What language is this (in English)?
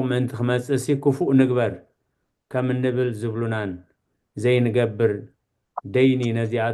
Tigrinya